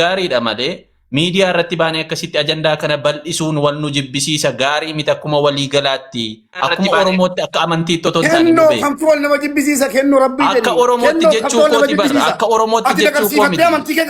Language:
Oromo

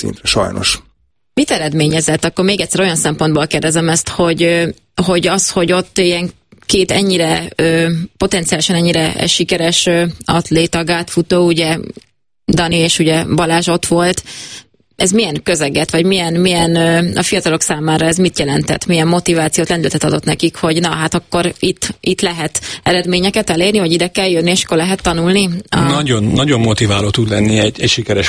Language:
Hungarian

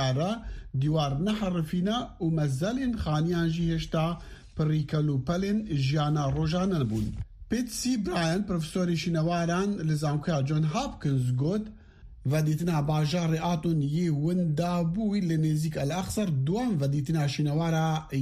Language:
Kurdish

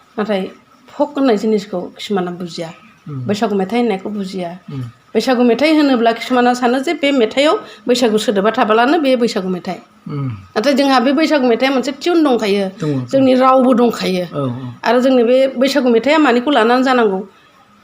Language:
Bodo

